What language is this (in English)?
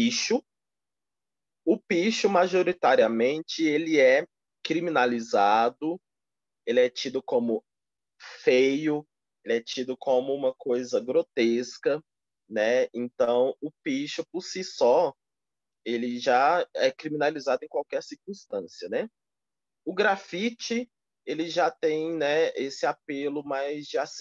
Portuguese